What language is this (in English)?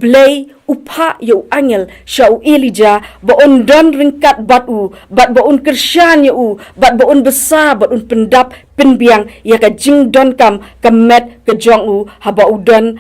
Khasi